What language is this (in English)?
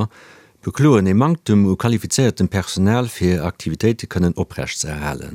Luxembourgish